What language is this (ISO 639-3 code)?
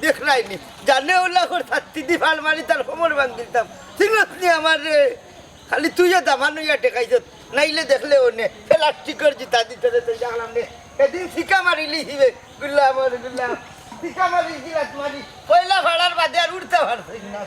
syl